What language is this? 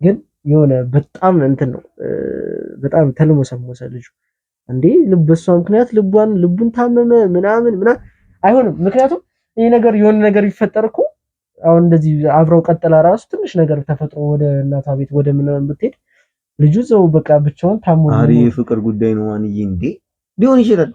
Amharic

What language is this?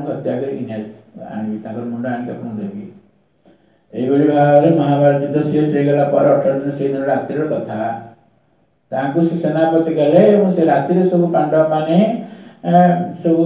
Odia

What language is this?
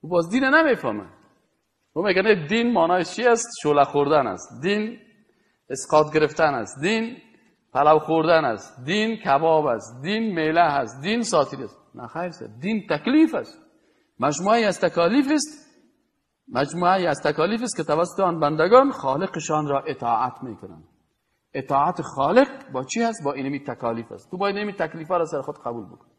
Persian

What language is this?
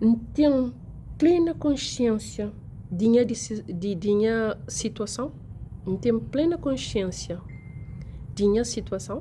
Kabuverdianu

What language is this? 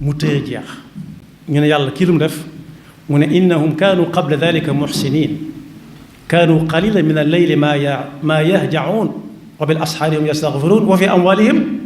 Wolof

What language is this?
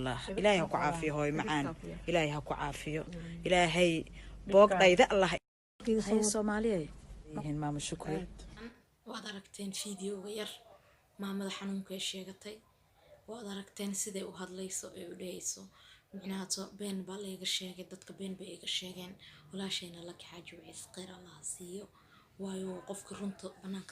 Somali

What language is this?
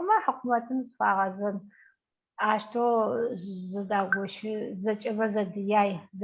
Adyghe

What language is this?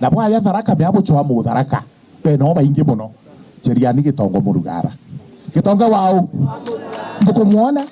Meru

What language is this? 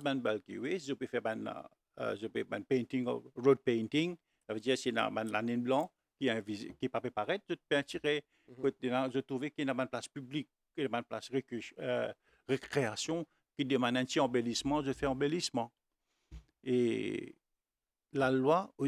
Morisyen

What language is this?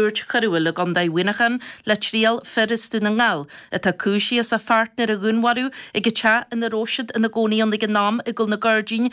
Irish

